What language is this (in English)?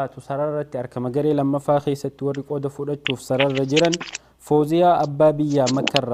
Oromo